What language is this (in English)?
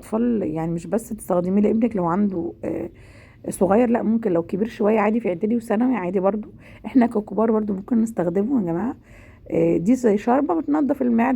Egyptian Arabic